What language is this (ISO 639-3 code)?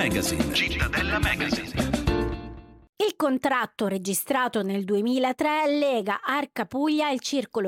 ita